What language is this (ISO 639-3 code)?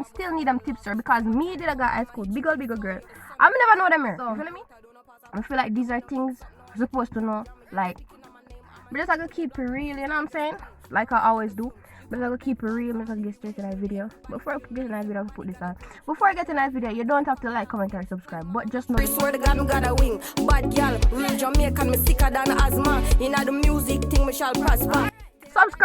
jam